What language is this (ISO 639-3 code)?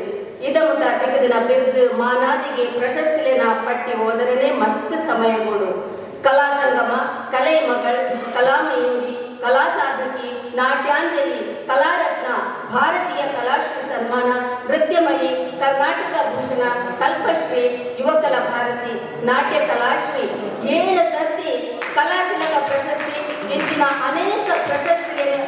tcy